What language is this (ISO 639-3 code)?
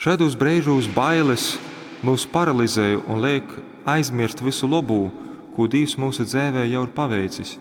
ltg